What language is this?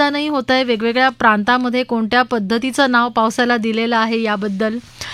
Marathi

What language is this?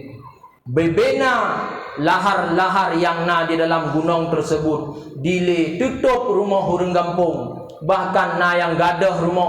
Achinese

